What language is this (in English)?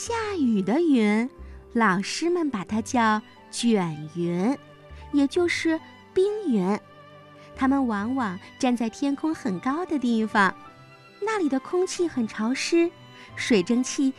Chinese